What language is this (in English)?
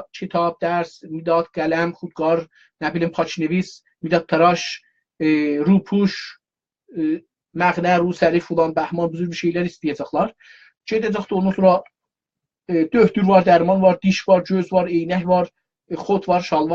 South Azerbaijani